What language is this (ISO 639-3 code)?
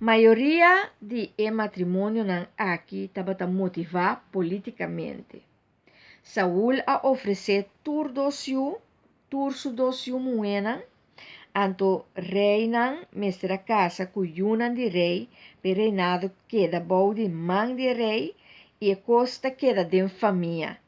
pap